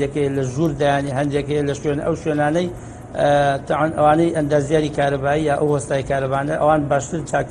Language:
Central Kurdish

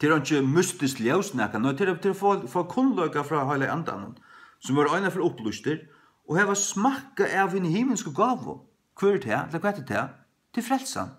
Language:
Faroese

